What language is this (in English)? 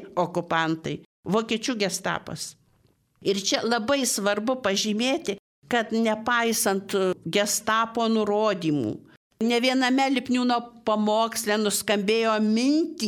Lithuanian